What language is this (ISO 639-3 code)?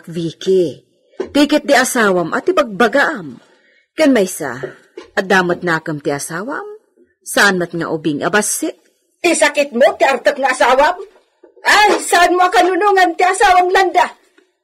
ilo